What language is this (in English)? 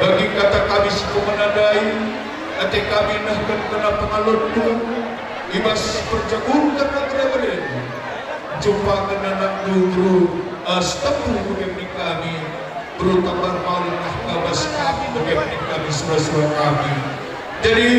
Batak Karo